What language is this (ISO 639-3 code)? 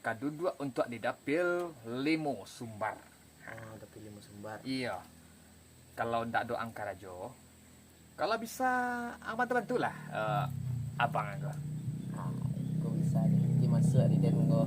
min